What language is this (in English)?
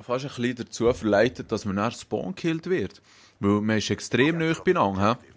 Swiss German